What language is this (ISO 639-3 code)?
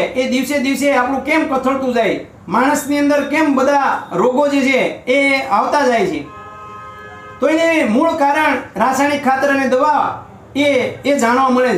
guj